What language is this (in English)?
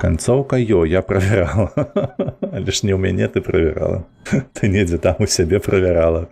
Belarusian